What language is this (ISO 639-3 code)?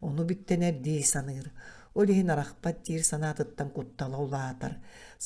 sah